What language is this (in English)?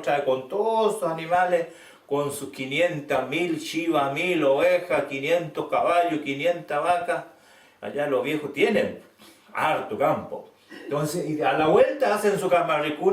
Mapuche